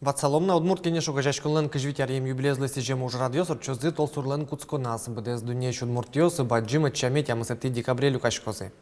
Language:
Udmurt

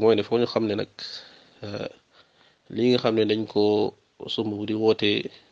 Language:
Wolof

